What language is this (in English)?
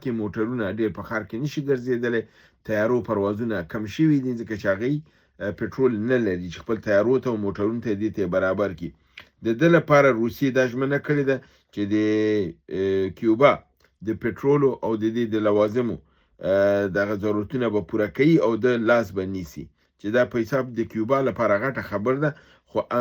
Pashto